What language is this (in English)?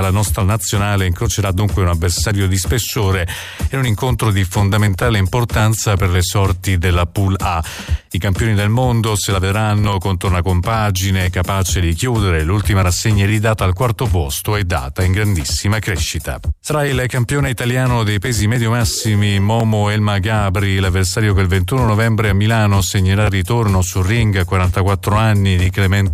Italian